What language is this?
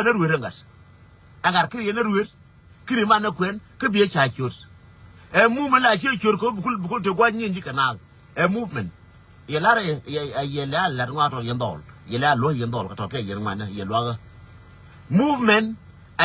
Nuer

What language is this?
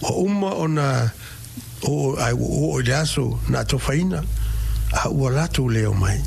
Samoan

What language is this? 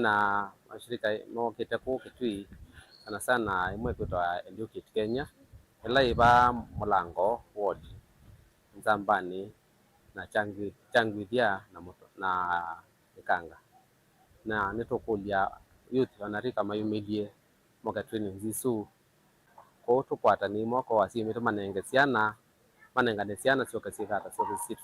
Kamba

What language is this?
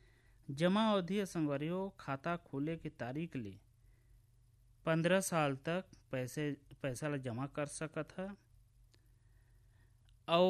Chhattisgarhi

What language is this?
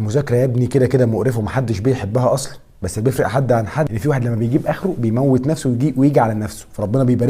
Egyptian Arabic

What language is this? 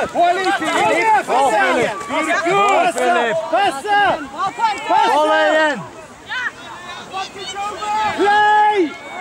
Swedish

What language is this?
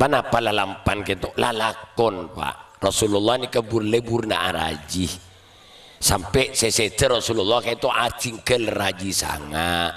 Madurese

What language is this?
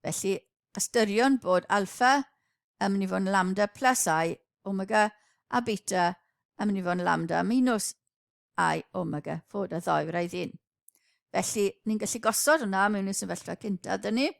Welsh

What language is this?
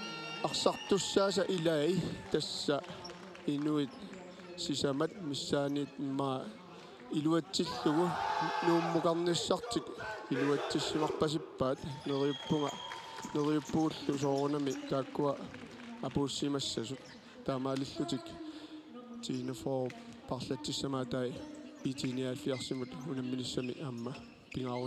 Kalaallisut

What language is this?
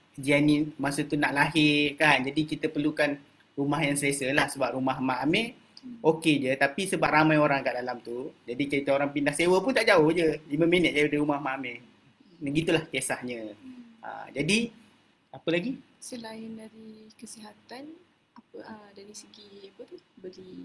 Malay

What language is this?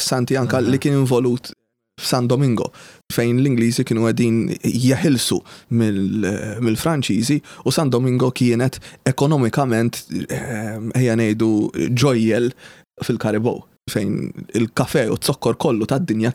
Maltese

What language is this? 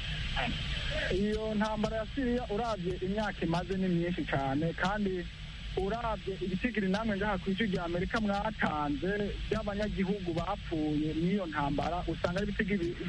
Kinyarwanda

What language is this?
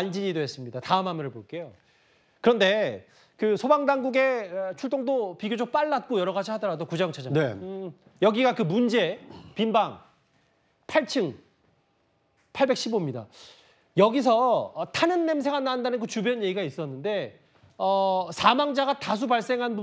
Korean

